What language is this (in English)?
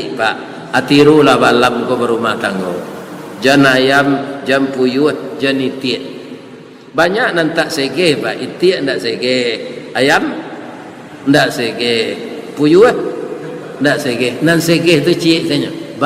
Minangkabau